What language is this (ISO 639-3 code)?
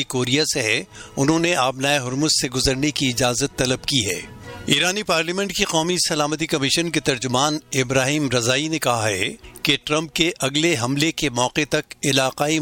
urd